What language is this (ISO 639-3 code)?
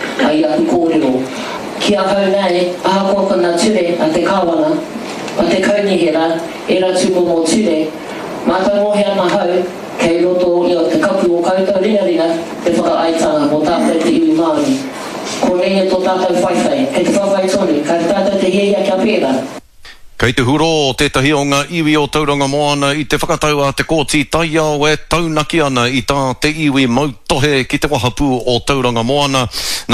mri